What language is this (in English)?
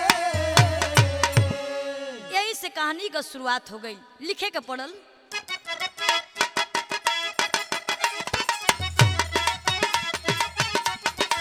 Bhojpuri